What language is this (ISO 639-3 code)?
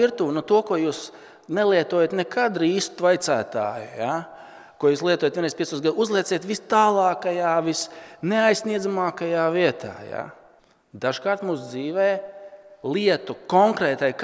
lav